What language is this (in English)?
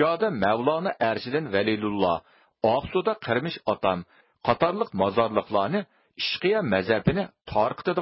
Uyghur